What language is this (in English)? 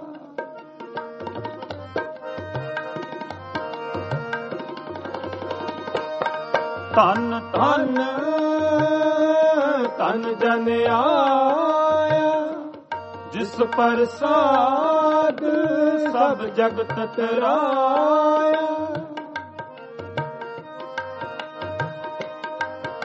Punjabi